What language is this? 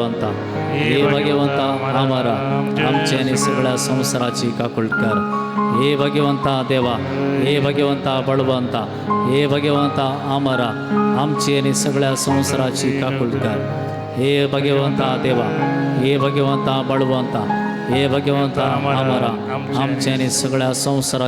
Konkani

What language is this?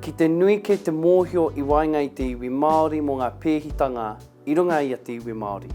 Māori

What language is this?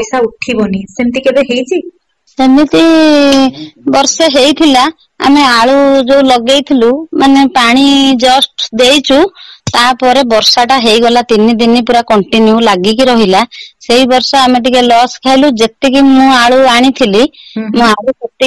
Odia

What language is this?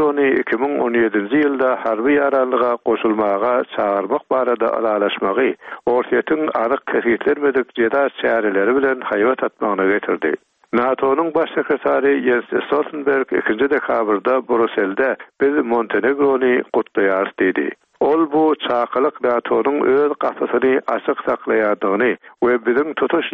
Turkmen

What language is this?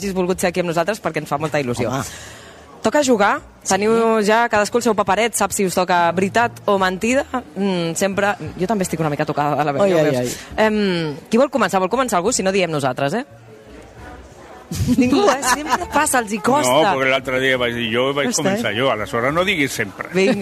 Catalan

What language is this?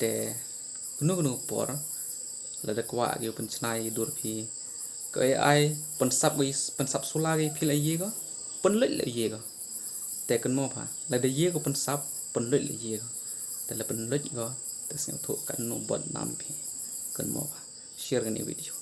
Khasi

